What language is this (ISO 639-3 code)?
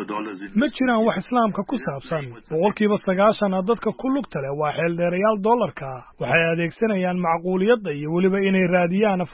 som